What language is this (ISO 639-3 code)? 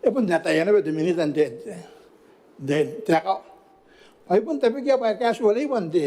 gil